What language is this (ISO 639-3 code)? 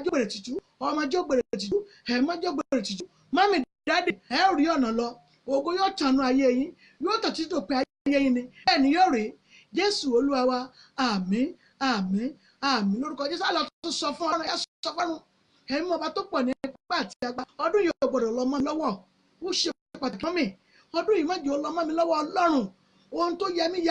yor